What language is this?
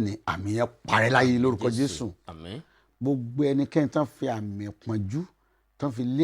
Yoruba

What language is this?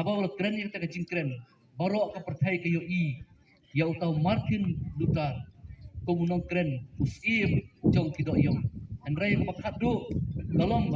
Khasi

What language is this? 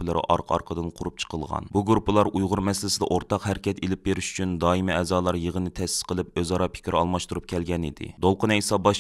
Uyghur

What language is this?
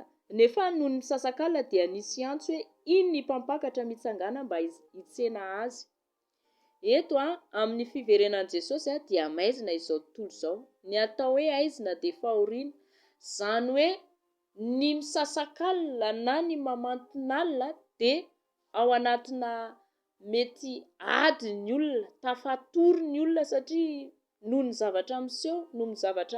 Malagasy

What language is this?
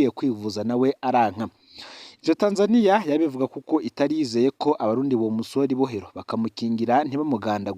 Rundi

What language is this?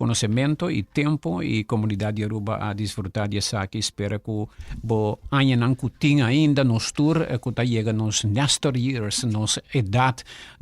Papiamento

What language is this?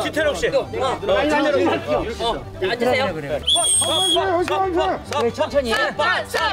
Korean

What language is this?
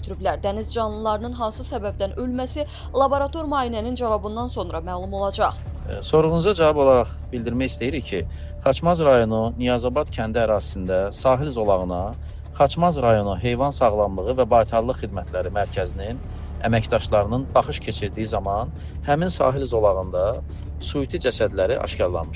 Azerbaijani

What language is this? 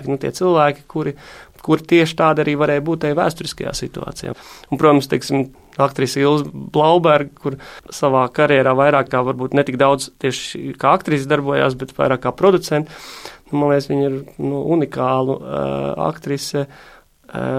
Latvian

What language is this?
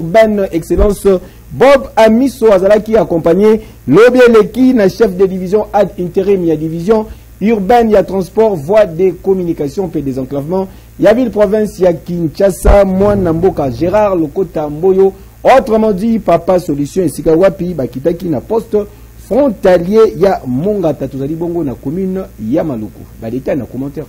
Lingala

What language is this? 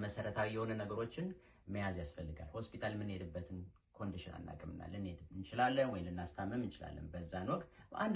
Amharic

